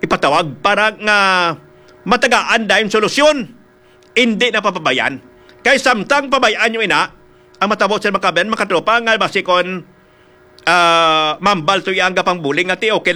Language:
Hiligaynon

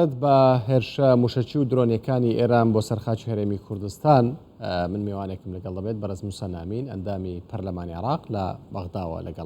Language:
Central Kurdish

